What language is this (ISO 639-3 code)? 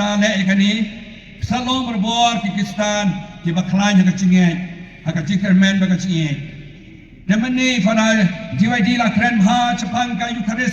kha